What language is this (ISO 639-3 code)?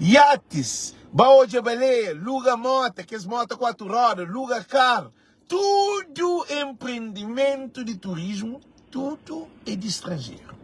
kea